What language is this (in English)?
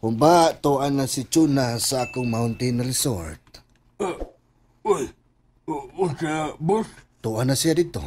Cebuano